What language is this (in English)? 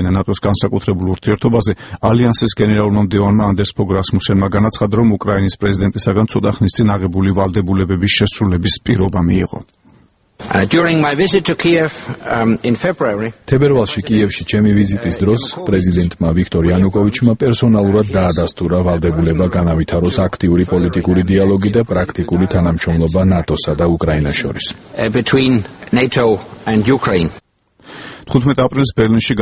Georgian